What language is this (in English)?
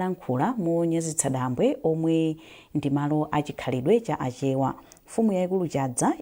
Nyanja